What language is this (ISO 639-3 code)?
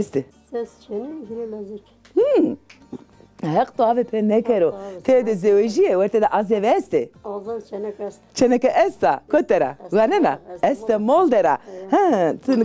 zza